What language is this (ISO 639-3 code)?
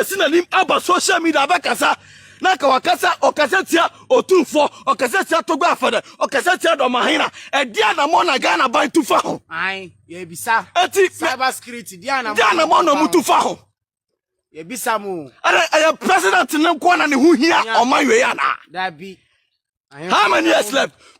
aka